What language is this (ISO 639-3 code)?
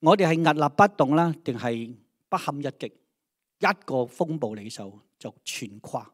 yue